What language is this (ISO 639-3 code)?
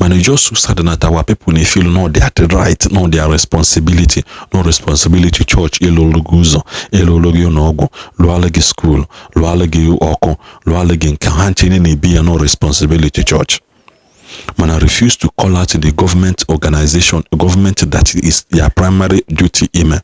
ibo